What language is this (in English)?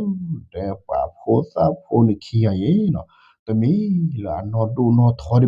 S'gaw Karen